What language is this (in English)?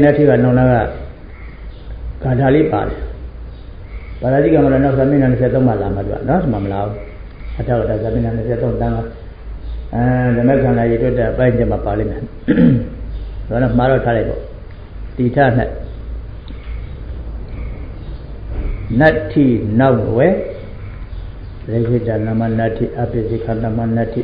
Burmese